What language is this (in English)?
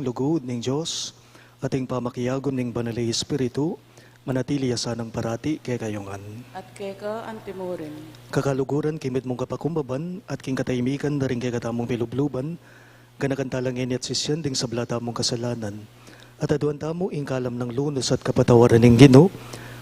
Pampanga